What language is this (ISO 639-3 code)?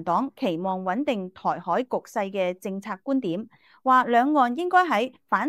yue